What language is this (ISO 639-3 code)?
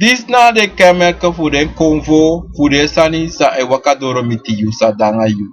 srn